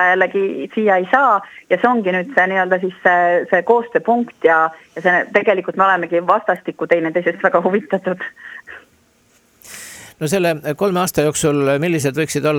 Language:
Estonian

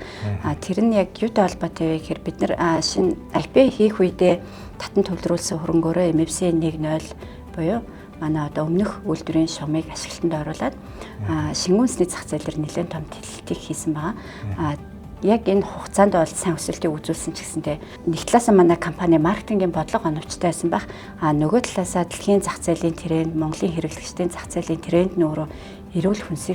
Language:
Mongolian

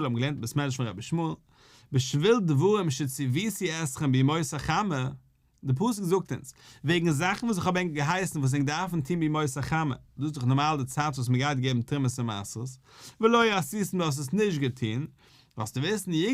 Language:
Yiddish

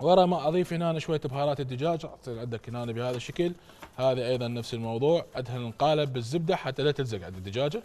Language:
Mesopotamian Arabic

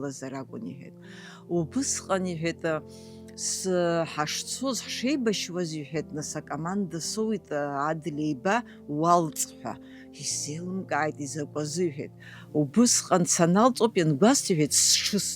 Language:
Abkhazian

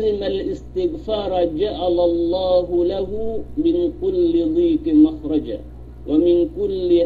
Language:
Yakan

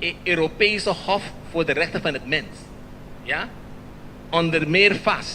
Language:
Papiamento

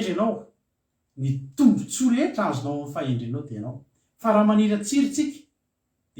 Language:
Malagasy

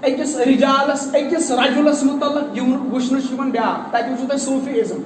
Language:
Kashmiri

